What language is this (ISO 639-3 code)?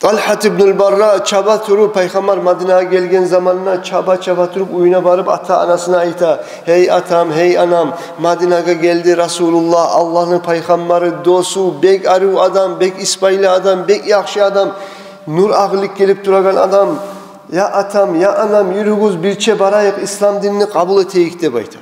kum